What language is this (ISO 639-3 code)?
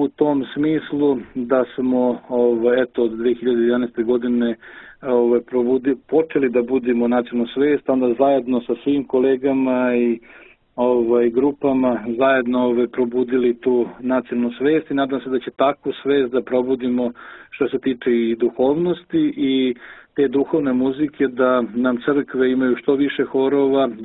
srp